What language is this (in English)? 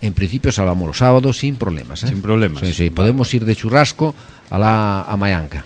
Galician